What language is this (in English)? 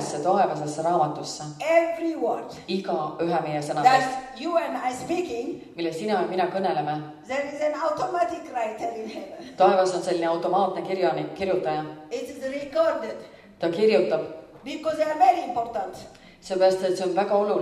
Estonian